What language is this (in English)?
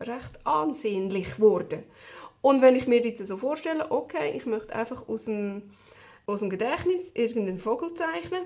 Swiss German